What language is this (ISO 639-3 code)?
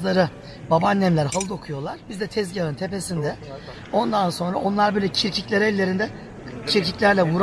tur